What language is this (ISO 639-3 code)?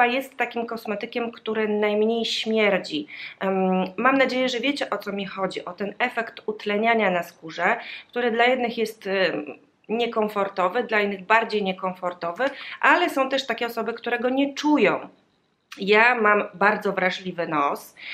pol